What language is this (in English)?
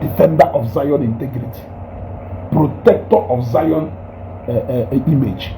Igbo